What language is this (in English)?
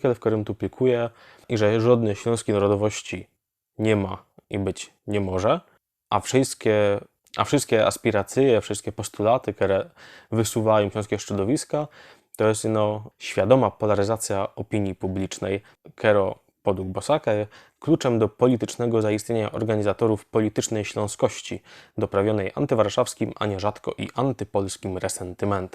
Silesian